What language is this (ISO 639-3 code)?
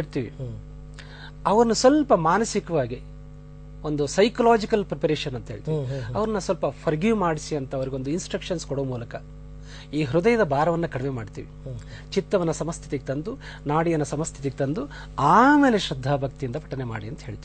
kan